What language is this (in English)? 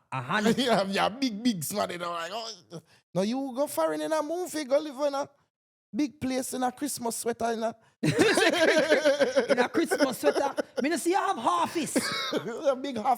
Jamaican Creole English